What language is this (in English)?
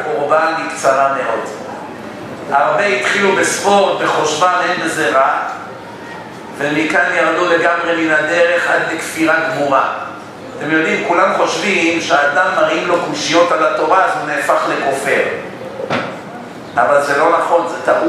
Hebrew